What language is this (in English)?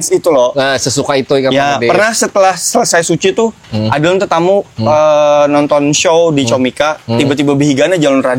Banjar